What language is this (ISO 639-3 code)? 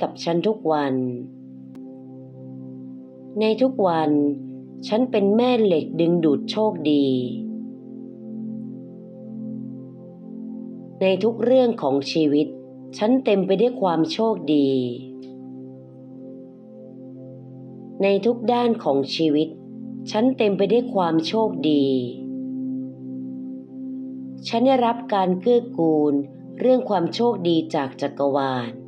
tha